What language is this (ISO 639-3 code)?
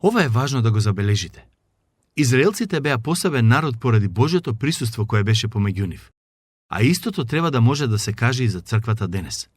mkd